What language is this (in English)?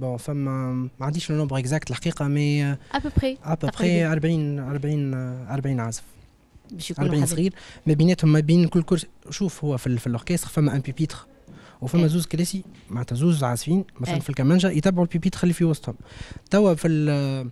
Tunisian Arabic